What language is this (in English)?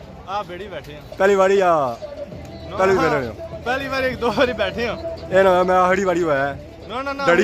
Pahari-Potwari